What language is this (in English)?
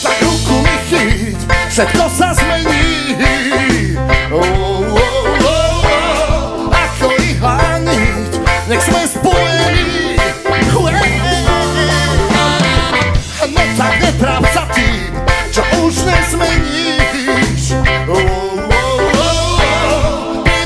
Slovak